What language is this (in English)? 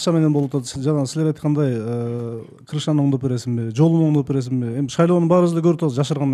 Kyrgyz